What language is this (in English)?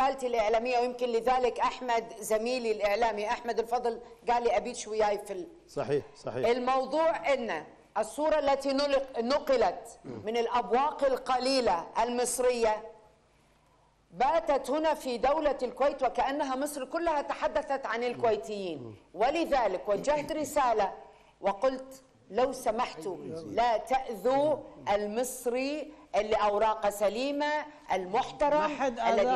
Gulf Arabic